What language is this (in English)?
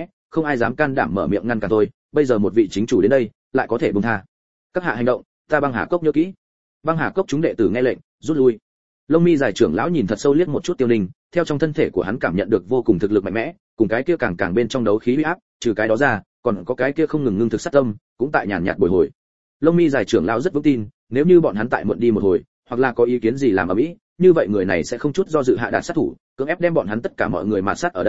Vietnamese